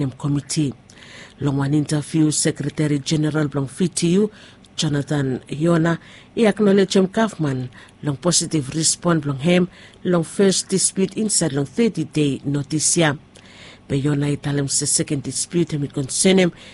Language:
Bislama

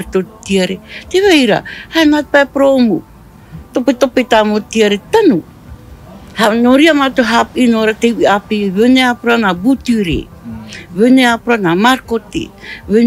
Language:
Tahitian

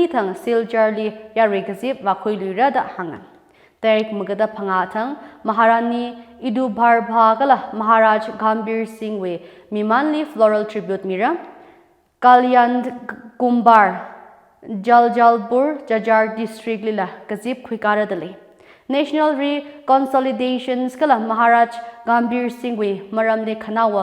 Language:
Tangkhul Naga (India)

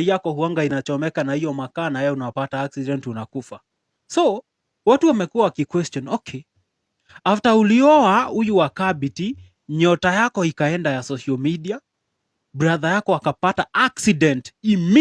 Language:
Swahili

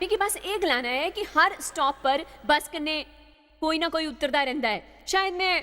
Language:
Dogri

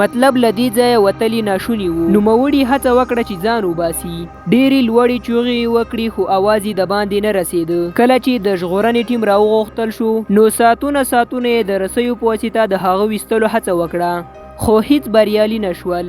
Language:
Pashto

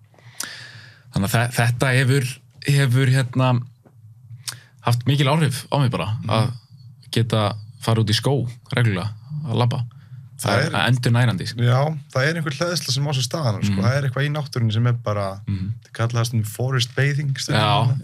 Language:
Icelandic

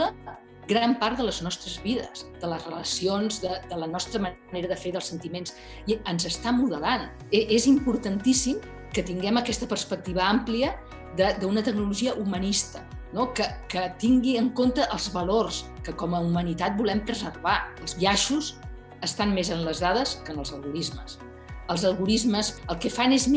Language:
Catalan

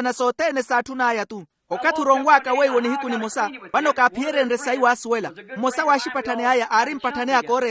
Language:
Makhuwa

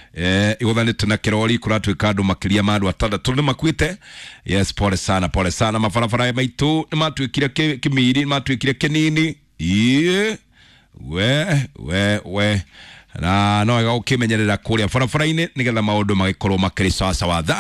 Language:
Kikuyu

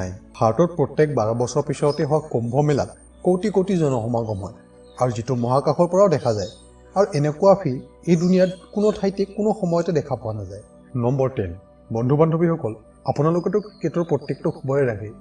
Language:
Assamese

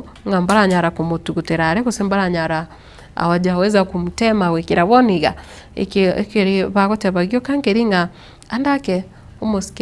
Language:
Gusii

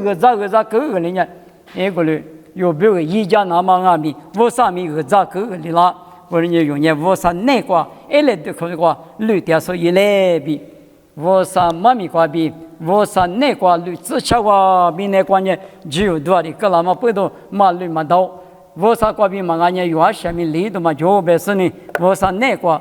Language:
Lisu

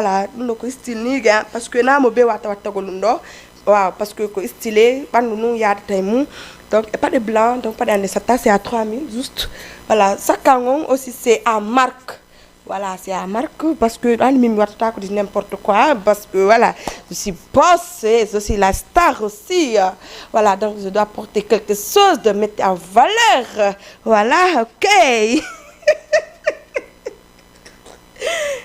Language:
Fula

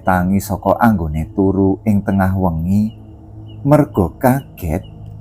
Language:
Javanese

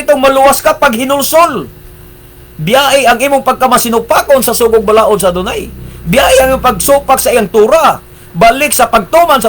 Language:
Cebuano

